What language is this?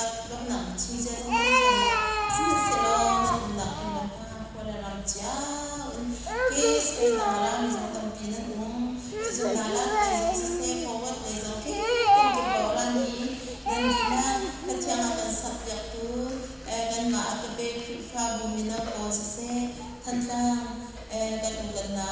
Hakha Chin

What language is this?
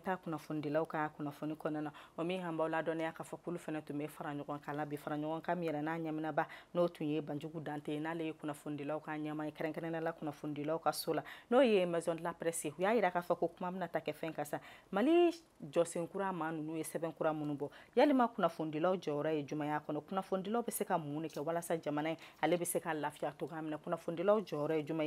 Bambara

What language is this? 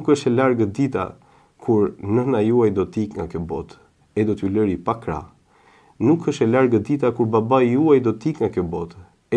Albanian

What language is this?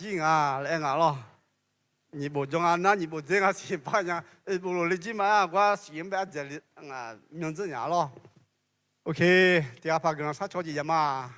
Akha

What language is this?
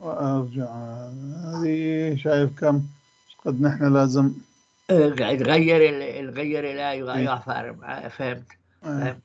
North Levantine Arabic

